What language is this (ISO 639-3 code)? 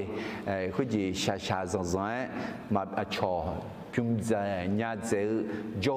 ahk